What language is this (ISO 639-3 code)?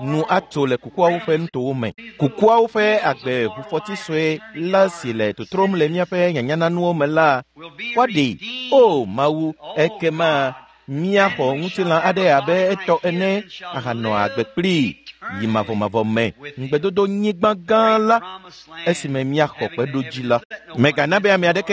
ewe